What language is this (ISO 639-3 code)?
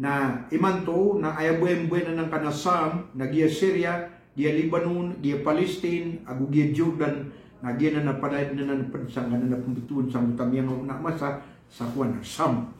mrw